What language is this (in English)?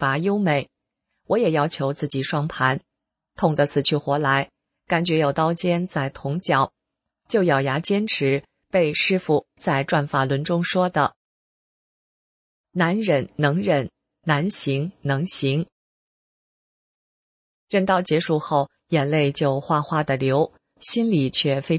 Chinese